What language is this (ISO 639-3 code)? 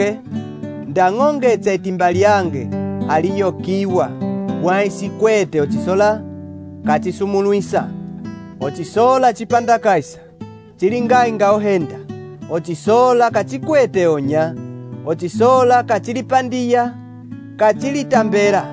umb